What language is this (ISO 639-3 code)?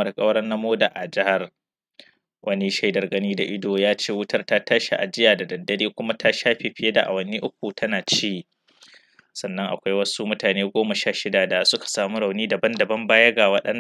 hau